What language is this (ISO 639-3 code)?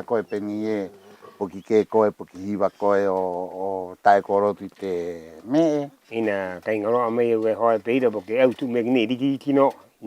rap